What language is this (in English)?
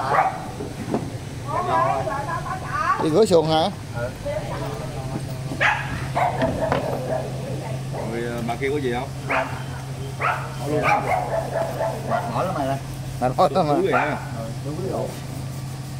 Vietnamese